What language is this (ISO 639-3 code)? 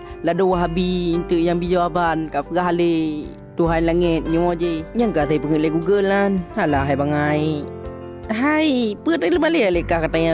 ace